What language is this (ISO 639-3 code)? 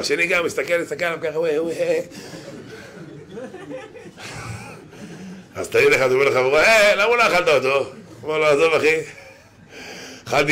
heb